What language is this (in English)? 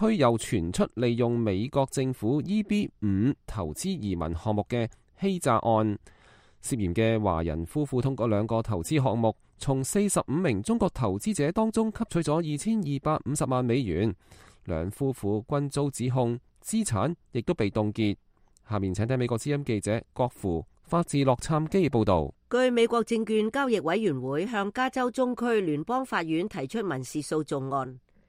Cantonese